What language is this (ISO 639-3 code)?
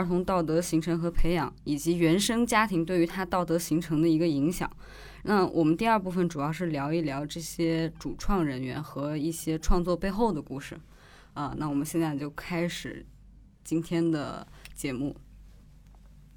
zho